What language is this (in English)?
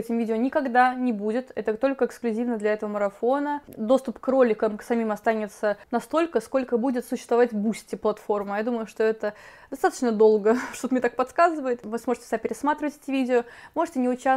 Russian